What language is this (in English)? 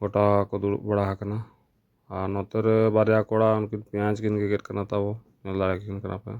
Santali